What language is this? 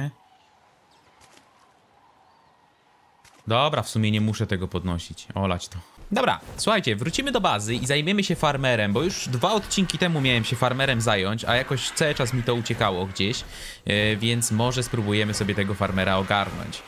Polish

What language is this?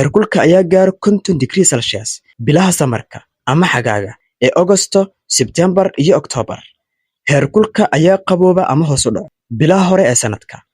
Somali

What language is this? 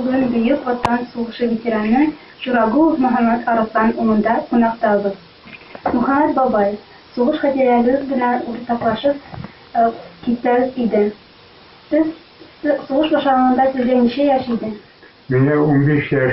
Bashkir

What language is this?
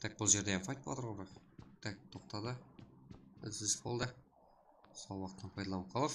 Kara-Kalpak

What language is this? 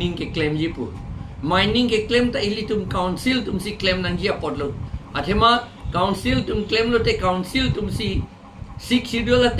Karbi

